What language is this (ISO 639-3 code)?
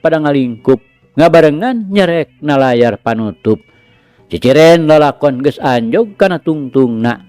sun